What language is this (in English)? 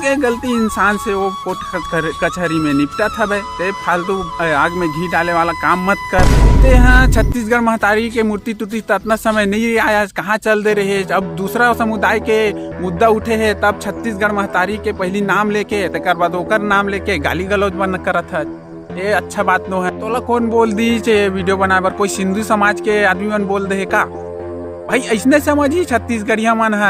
Chhattisgarhi